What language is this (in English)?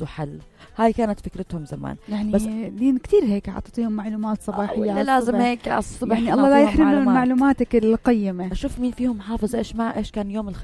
North Levantine Arabic